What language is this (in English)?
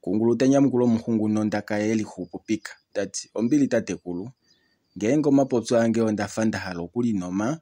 Kuanyama